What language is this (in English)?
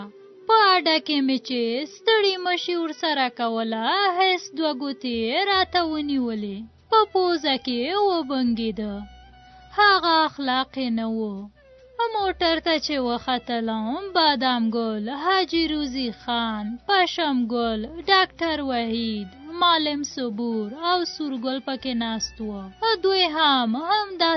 Pashto